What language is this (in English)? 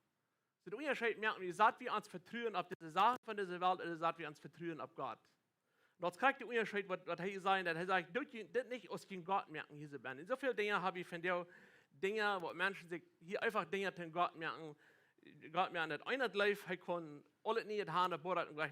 Plautdietsch